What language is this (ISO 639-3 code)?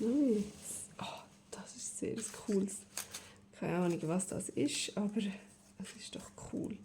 gsw